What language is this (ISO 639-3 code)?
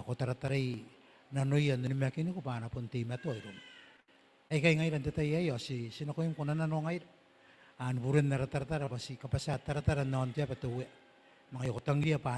gil